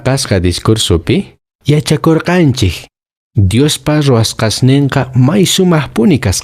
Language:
Quechua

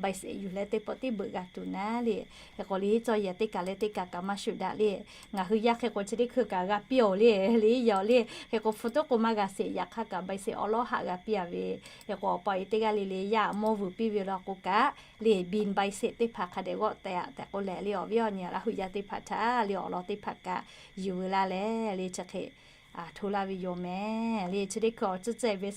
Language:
Lahu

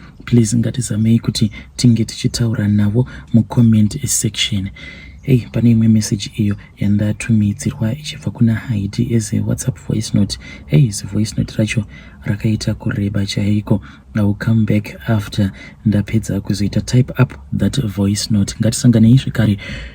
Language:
Shona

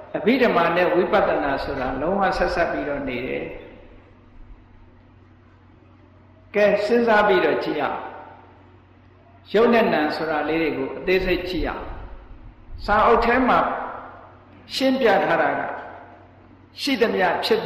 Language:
Burmese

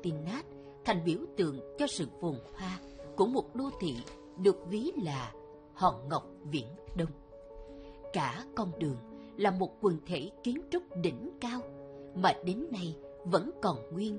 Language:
Vietnamese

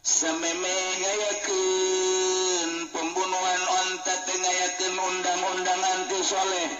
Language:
Sundanese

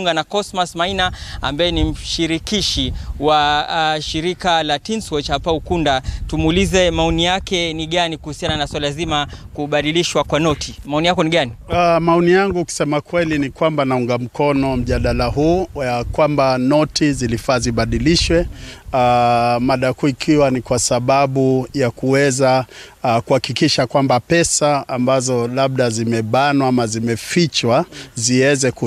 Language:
Swahili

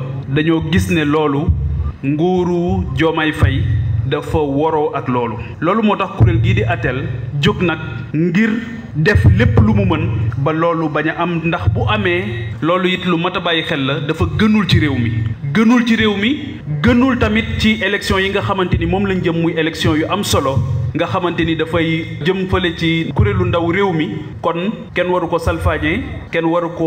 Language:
Wolof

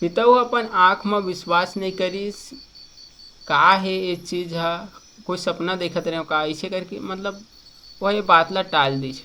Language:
Chhattisgarhi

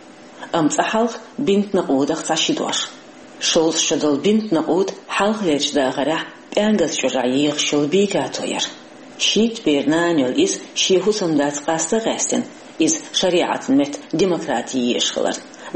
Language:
Chechen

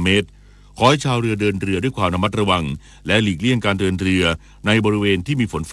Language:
Thai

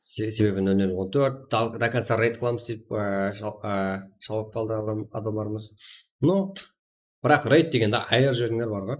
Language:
Kara-Kalpak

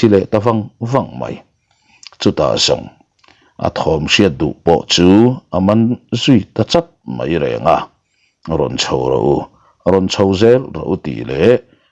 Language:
Mizo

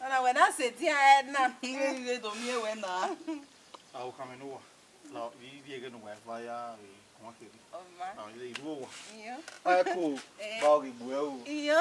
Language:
Bini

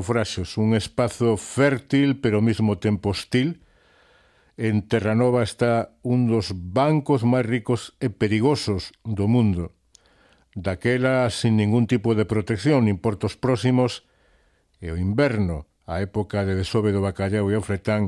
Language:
Galician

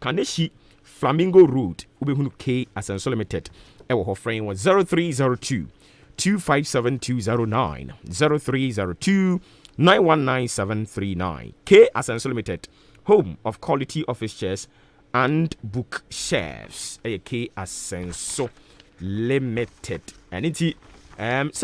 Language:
Akan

